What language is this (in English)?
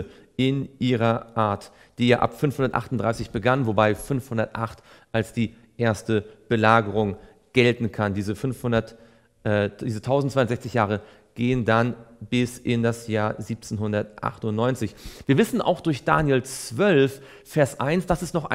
German